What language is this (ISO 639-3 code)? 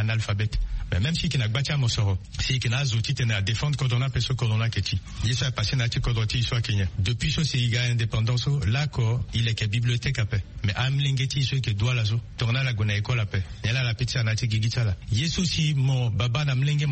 sag